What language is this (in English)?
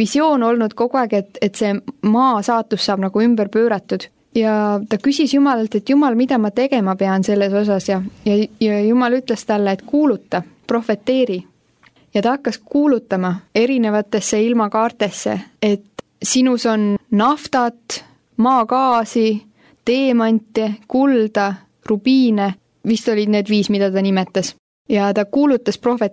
Estonian